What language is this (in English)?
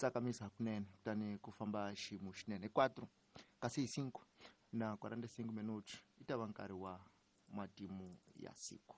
Tsonga